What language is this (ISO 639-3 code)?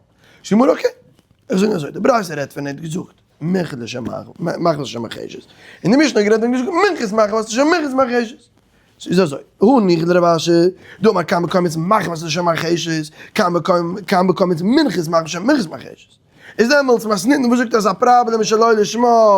yid